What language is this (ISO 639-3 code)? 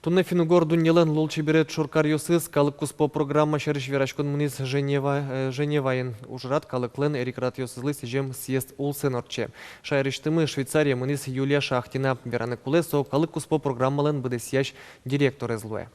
udm